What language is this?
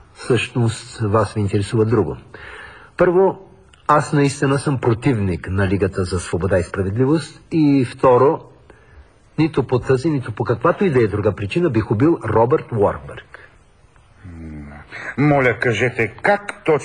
Bulgarian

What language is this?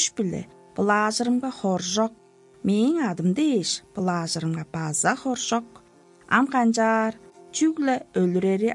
Tuvinian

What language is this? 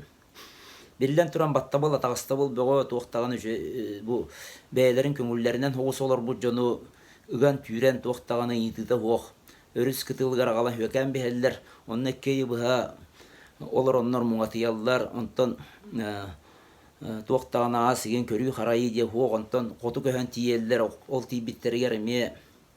Yakut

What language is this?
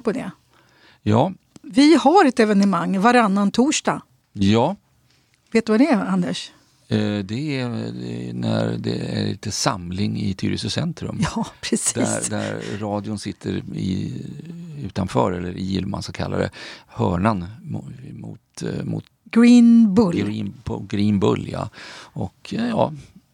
Swedish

